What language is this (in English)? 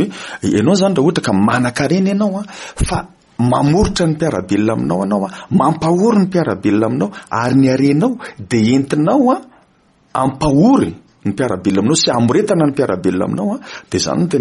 Malagasy